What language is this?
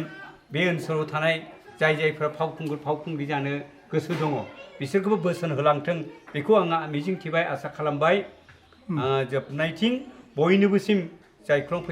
Bodo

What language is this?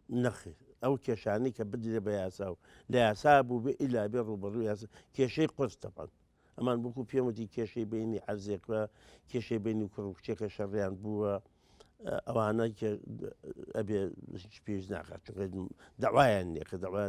Central Kurdish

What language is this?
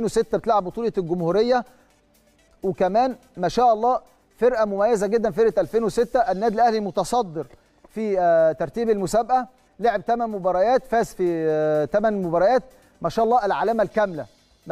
Egyptian Arabic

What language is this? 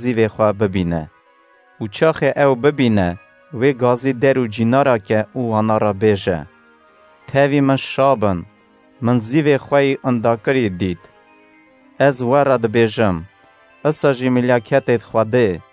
Kurdish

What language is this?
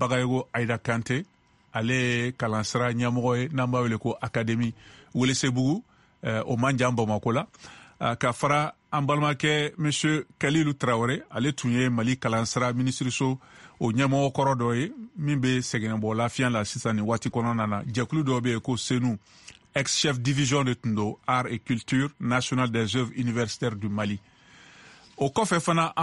Bambara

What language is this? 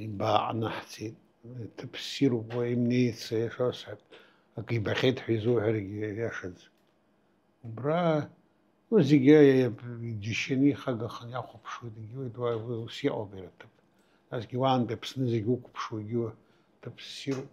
Abkhazian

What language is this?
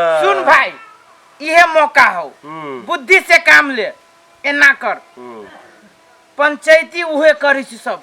Maithili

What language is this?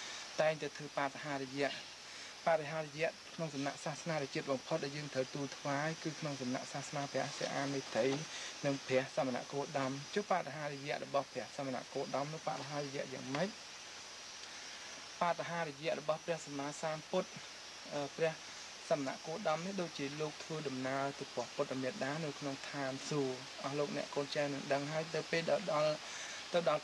Khmer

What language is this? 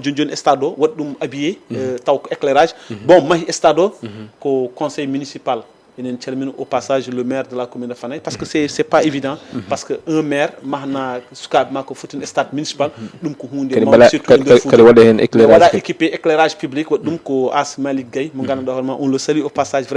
Fula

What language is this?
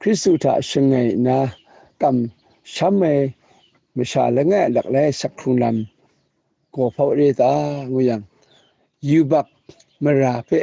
Kachin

